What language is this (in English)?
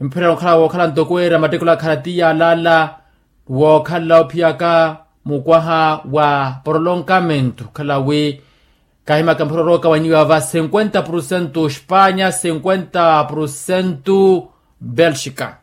Makhuwa